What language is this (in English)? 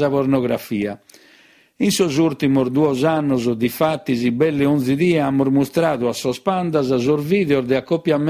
Sardinian